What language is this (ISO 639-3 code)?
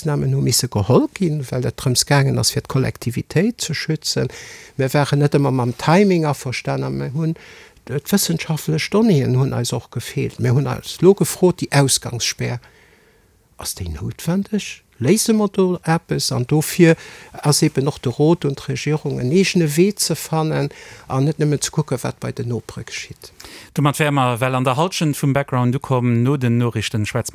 ltz